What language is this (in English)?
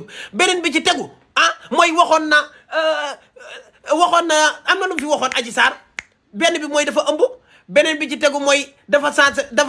Wolof